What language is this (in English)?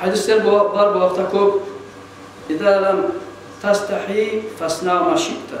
Kumyk